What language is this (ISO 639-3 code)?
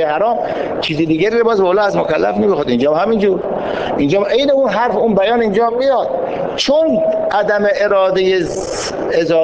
fas